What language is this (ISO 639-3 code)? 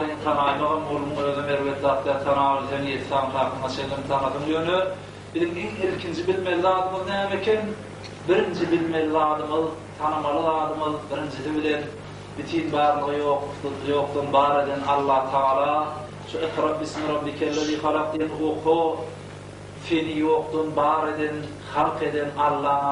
tuk